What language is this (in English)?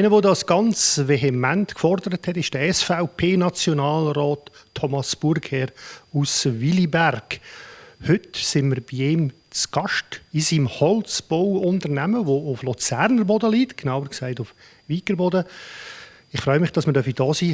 Swiss German